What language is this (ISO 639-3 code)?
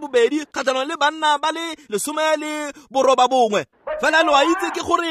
tsn